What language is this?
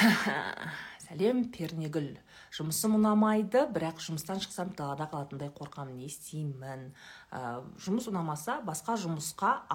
Kazakh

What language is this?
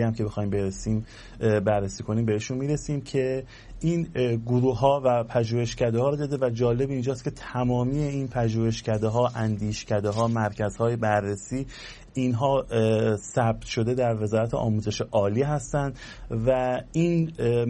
Persian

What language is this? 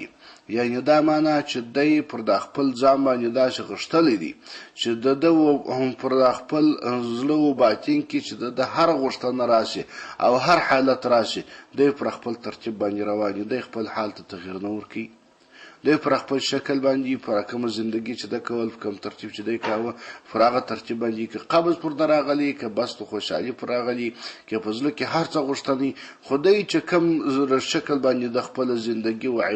Pashto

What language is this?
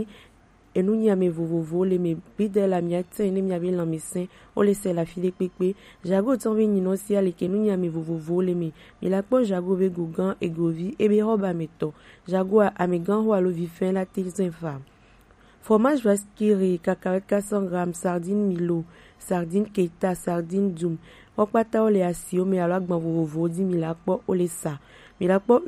Gen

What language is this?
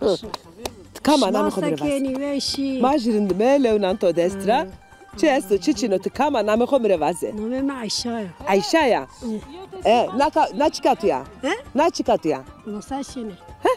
Zaza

